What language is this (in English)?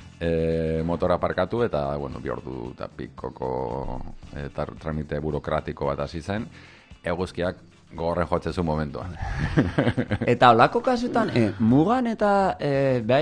Basque